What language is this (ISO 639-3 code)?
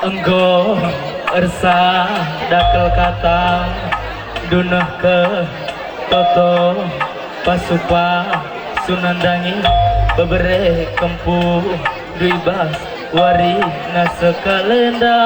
btx